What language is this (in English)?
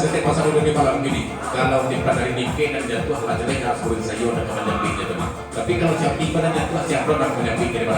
Minangkabau